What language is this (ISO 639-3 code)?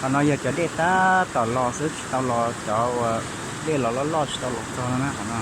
hmn